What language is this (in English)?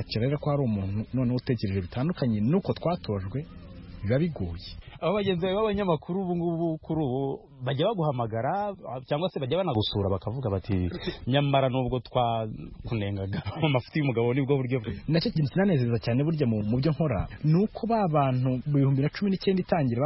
Kinyarwanda